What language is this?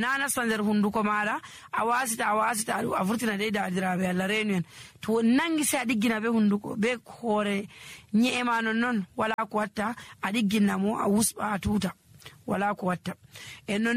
Nigerian Fulfulde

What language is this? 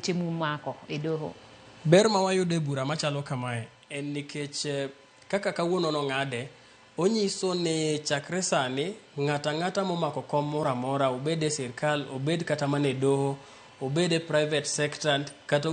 Luo (Kenya and Tanzania)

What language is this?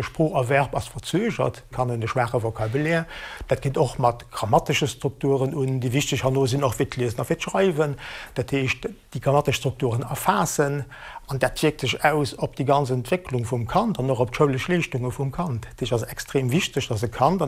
Luxembourgish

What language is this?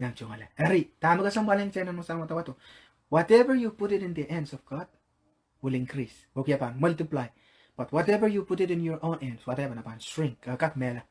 Pohnpeian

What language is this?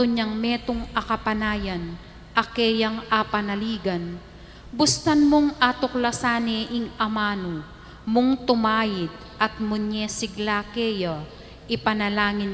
Pampanga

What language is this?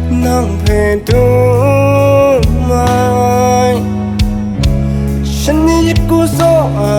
Kachin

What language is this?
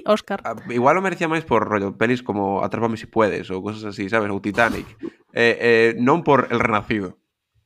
Galician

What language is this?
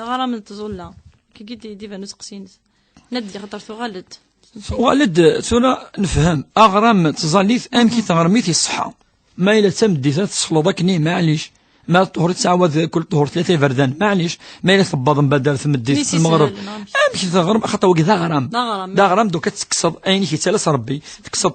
Kabyle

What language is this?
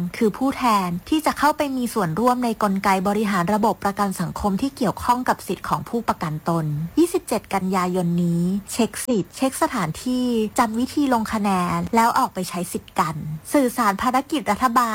Thai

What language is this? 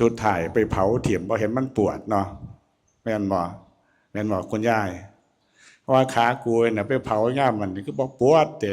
Northeastern Thai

